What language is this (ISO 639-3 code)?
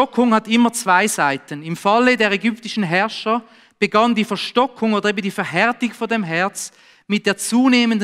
gsw